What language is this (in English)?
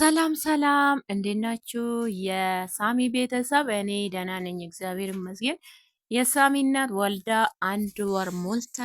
Amharic